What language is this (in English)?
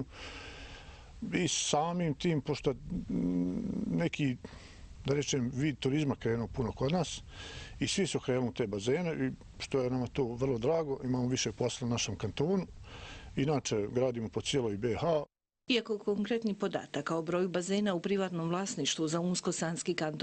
Bosnian